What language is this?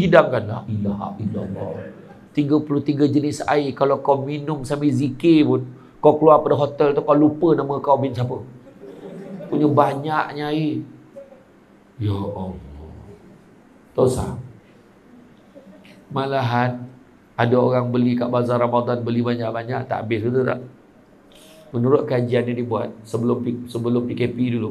Malay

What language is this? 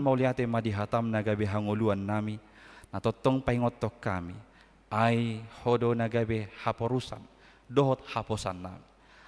Batak Toba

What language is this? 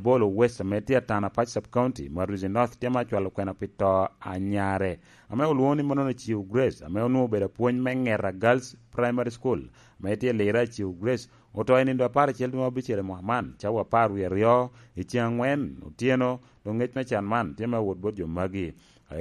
Lango (Uganda)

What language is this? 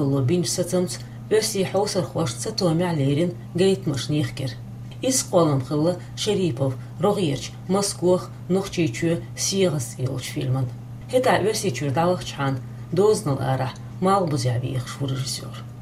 Chechen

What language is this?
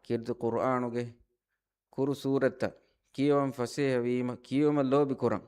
Divehi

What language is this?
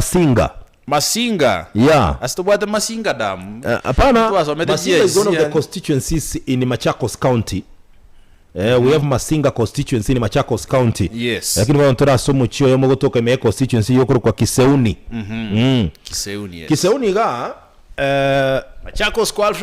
Gusii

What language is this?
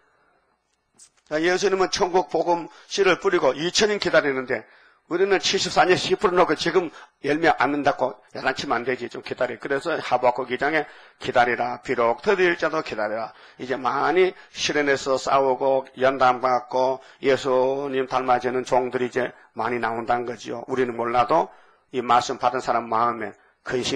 Korean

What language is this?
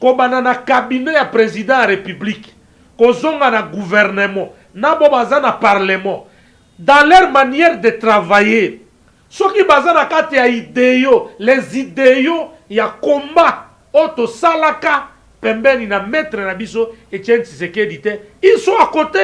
Lingala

